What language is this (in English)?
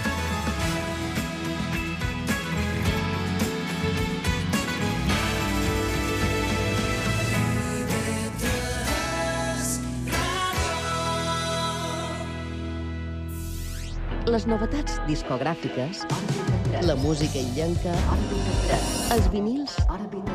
Catalan